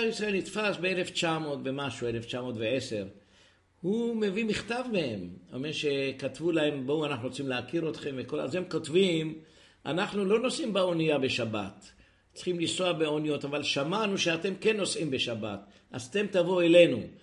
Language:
Hebrew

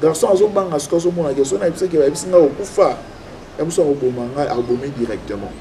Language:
Lingala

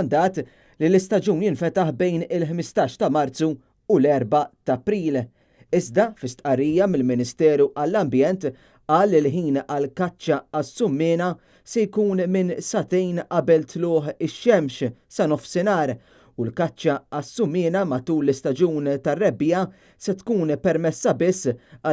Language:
Maltese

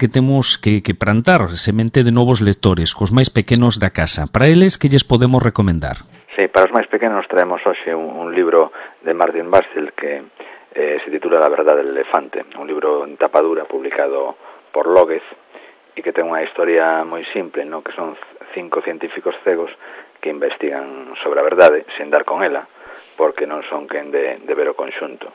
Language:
Galician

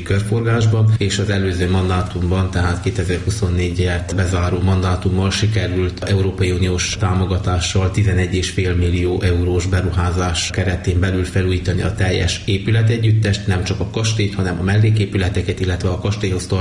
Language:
Hungarian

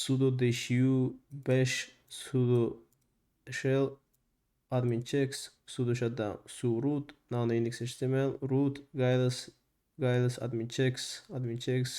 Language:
Uzbek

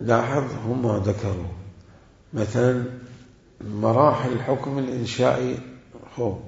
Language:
Mesopotamian Arabic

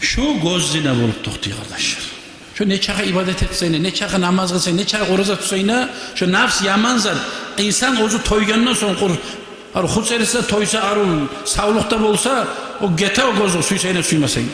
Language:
Kumyk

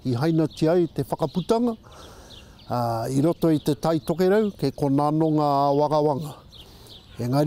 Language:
Māori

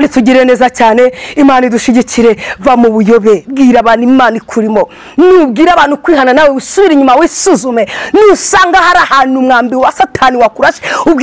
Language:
Kinyarwanda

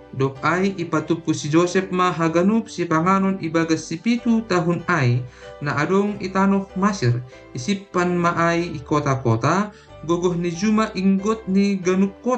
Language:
Batak Simalungun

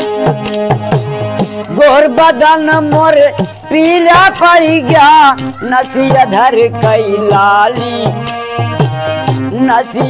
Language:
Bhojpuri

